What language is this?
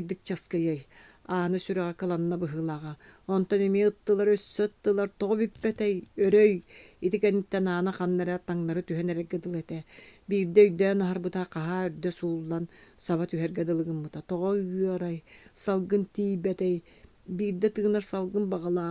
Yakut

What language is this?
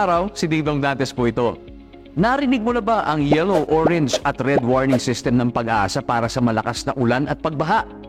Filipino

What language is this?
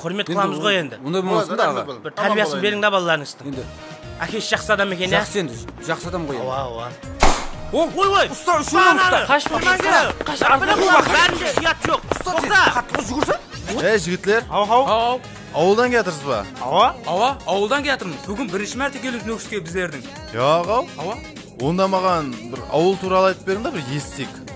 Kazakh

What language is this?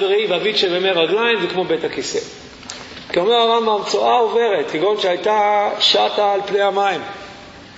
Hebrew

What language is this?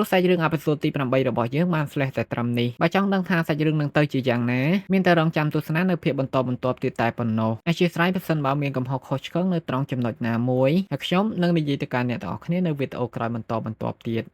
Khmer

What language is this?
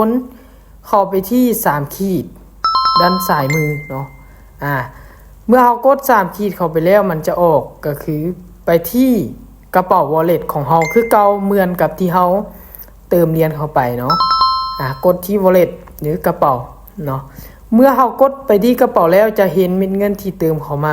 Lao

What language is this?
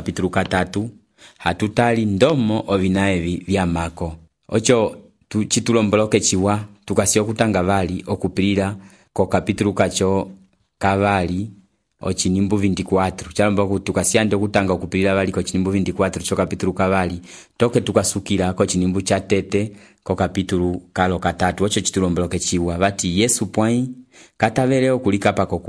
Umbundu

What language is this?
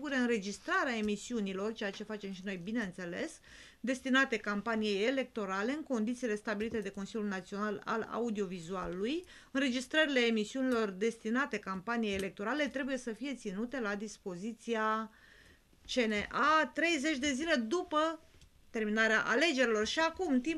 Romanian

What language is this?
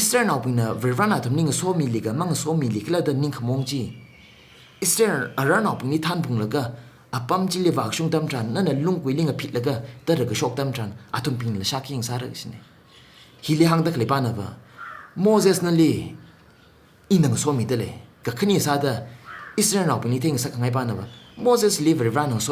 Tangkhul Naga (India)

